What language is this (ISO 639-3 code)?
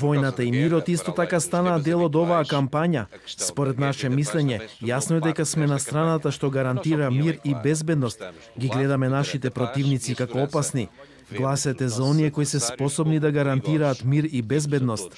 mkd